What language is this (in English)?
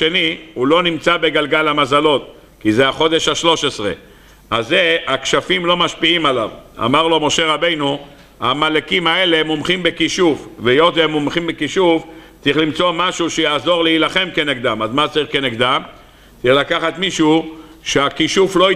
Hebrew